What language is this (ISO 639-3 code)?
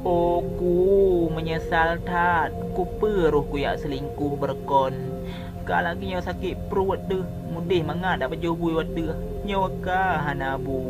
ace